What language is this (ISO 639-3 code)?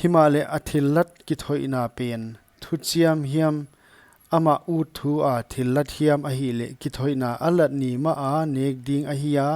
pck